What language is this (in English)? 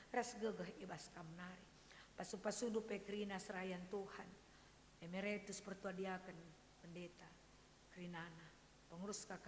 Batak Karo